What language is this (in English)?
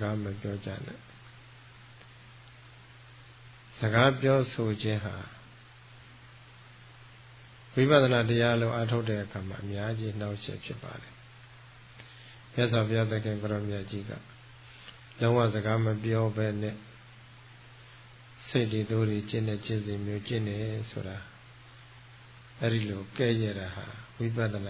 Burmese